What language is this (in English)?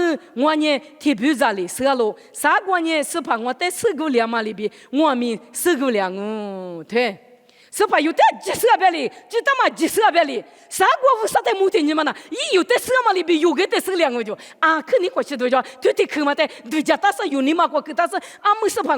Lisu